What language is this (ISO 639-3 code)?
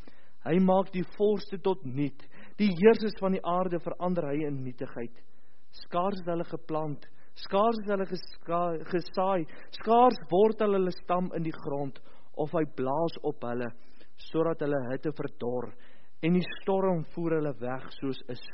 afr